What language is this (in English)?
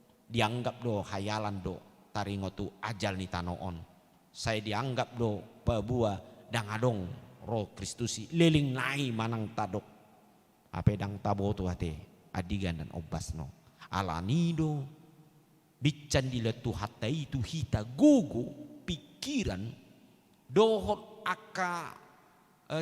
Batak Toba